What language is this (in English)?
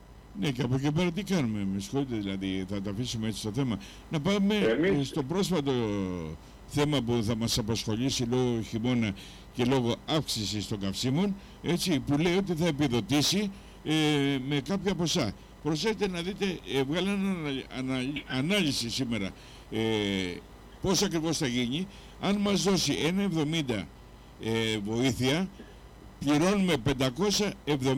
Greek